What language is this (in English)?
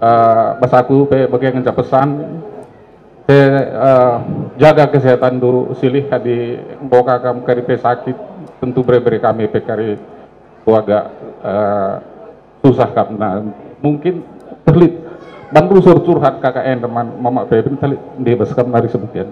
Batak Karo